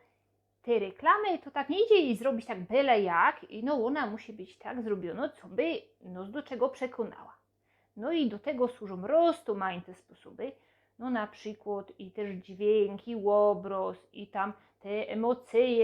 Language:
Silesian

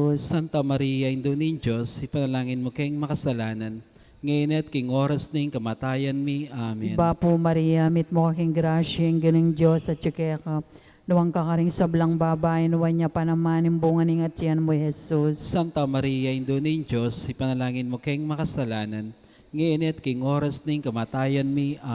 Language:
Pampanga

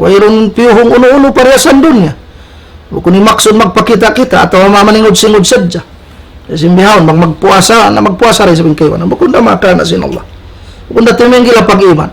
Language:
Tausug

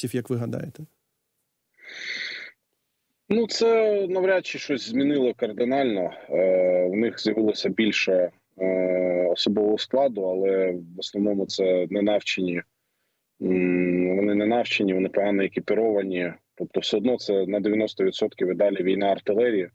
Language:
Ukrainian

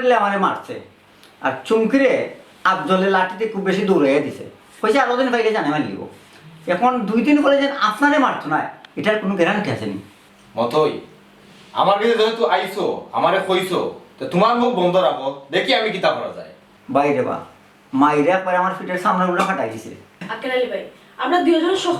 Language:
Sylheti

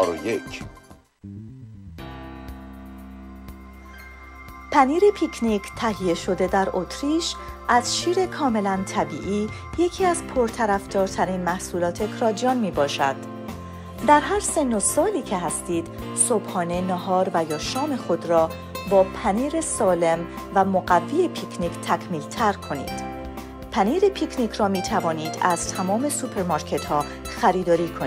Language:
Persian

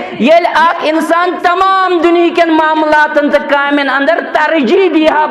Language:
Kashmiri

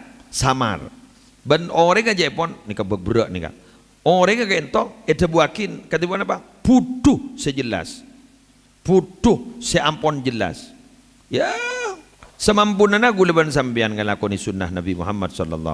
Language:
Madurese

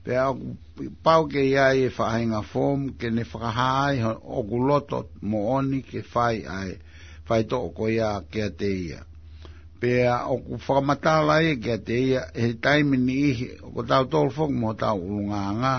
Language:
Tongan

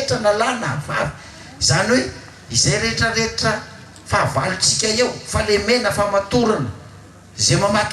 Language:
Malagasy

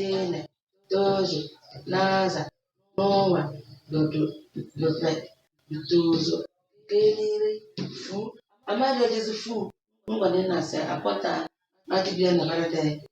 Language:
Tem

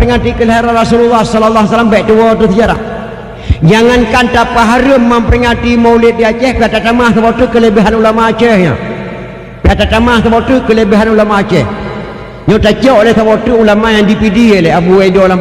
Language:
Achinese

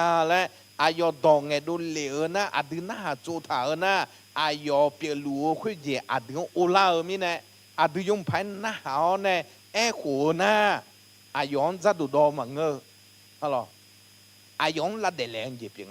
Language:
Akha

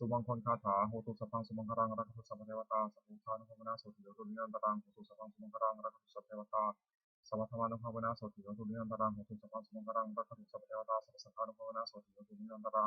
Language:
Pali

